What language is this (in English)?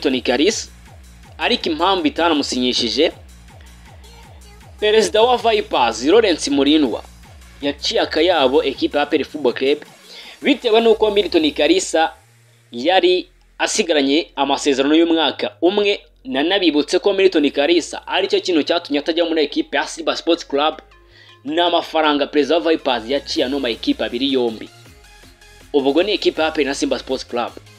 Kinyarwanda